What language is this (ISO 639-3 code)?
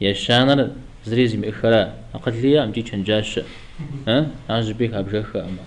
kbd